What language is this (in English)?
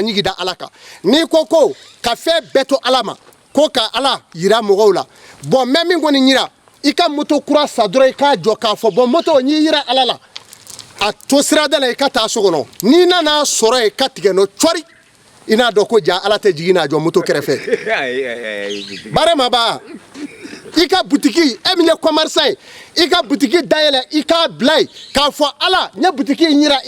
Bambara